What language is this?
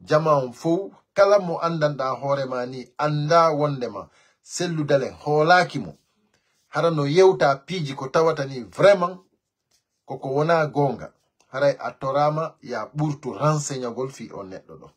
Pular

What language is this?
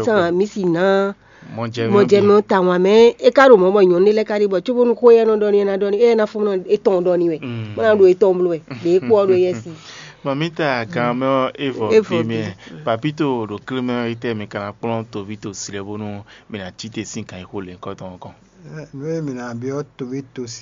Fon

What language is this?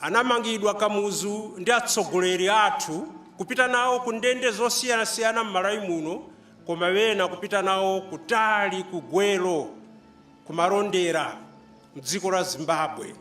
Nyanja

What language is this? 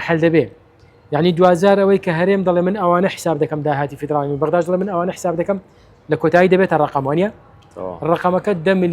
Central Kurdish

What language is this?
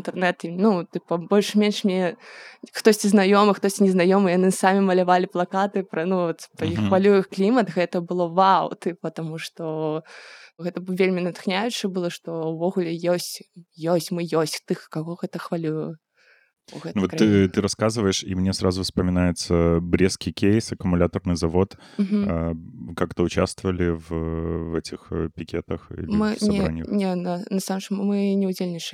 Belarusian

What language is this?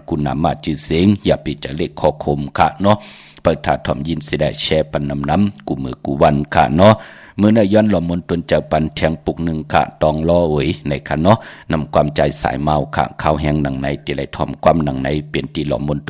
Shan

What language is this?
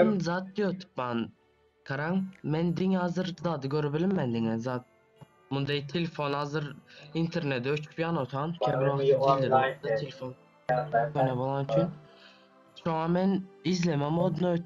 Turkmen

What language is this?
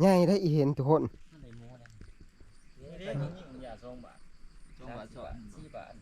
Northeastern Thai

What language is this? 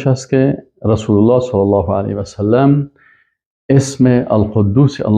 Persian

